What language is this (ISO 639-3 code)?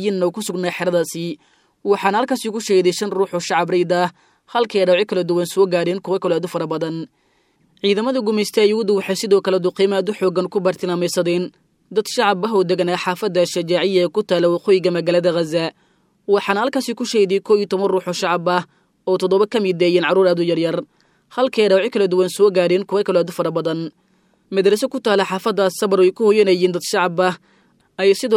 som